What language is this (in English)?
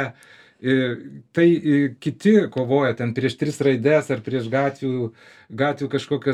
Lithuanian